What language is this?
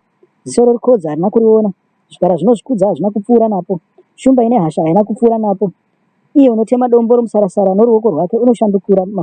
Shona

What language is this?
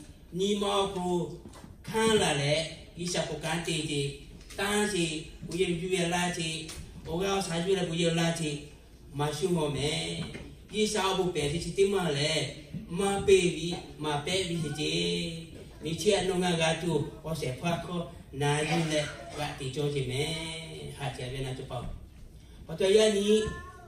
Lahu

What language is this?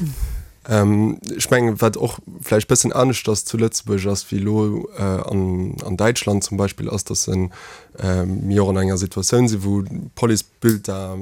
Luxembourgish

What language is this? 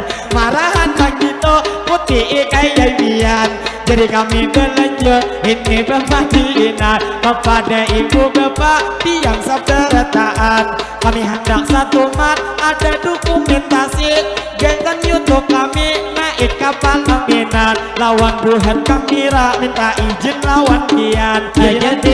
Banjar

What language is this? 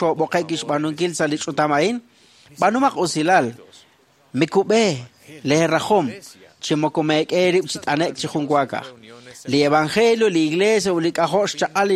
Kekchí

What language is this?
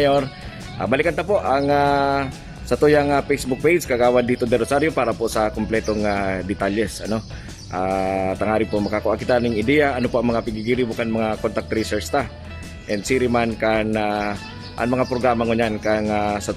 Bikol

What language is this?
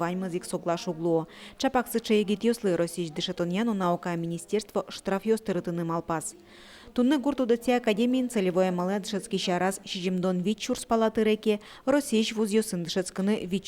Udmurt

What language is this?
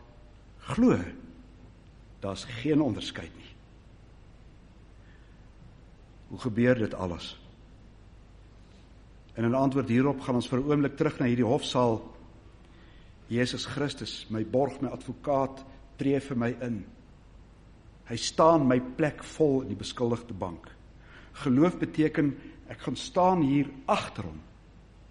Afrikaans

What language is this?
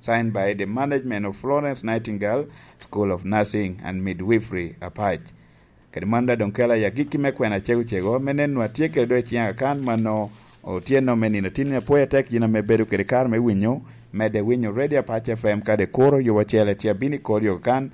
Lango (Uganda)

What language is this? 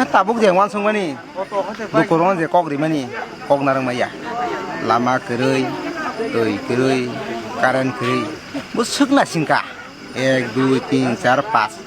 Kok Borok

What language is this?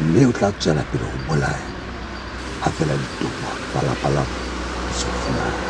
Southern Sotho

